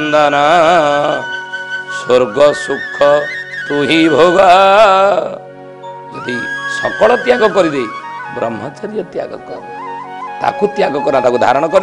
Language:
Odia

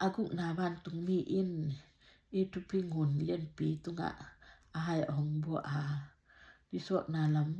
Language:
Tedim Chin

